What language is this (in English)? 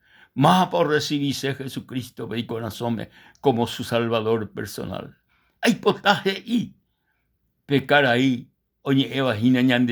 Guarani